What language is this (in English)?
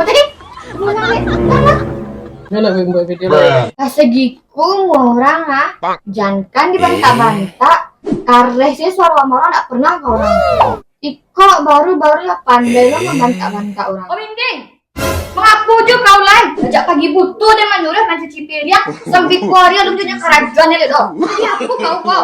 Minangkabau